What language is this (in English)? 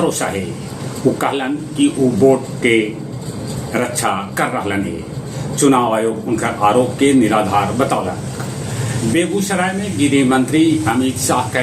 Magahi